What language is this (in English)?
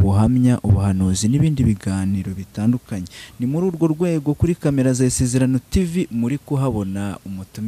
Kinyarwanda